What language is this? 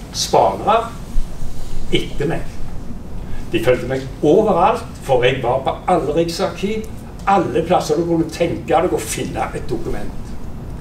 Norwegian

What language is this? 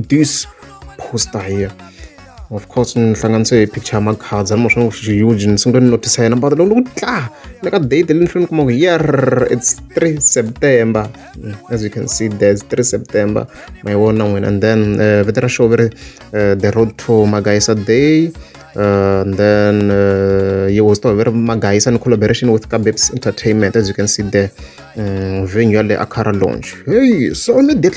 Tsonga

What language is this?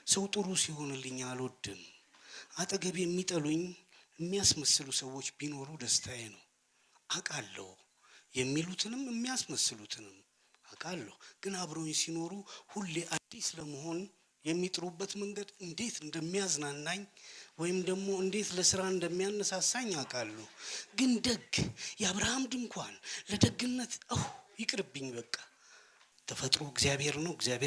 Amharic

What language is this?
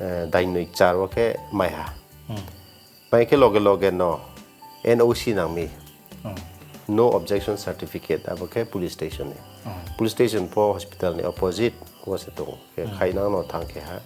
Riang (India)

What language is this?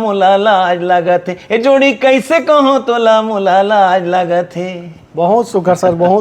Chhattisgarhi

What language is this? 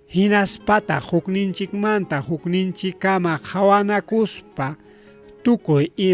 Ayacucho Quechua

